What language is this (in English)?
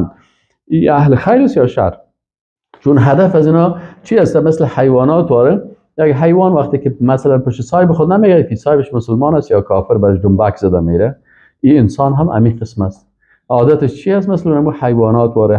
Persian